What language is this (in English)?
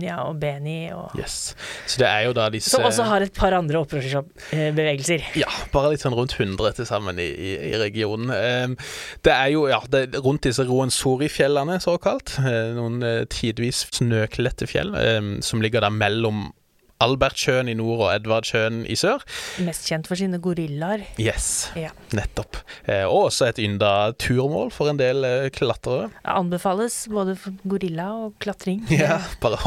Norwegian